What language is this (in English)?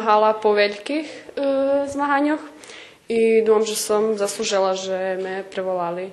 Rusyn